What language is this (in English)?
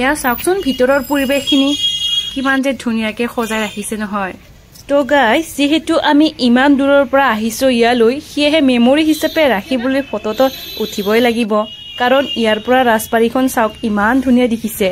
Assamese